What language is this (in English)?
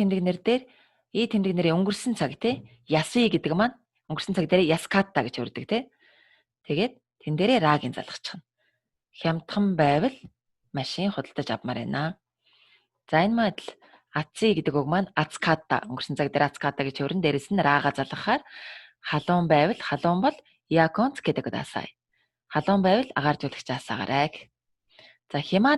Mongolian